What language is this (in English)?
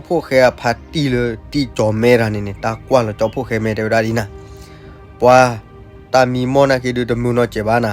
S'gaw Karen